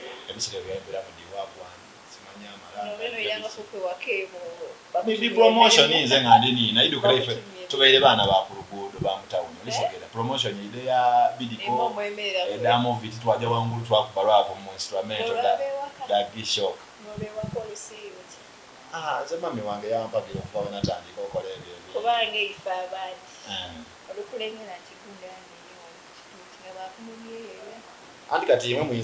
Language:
Soga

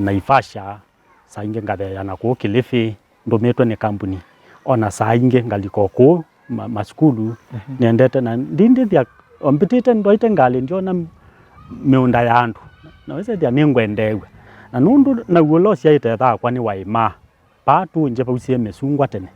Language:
Kamba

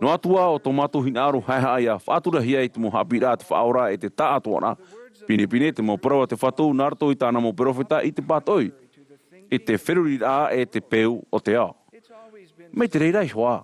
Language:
Tahitian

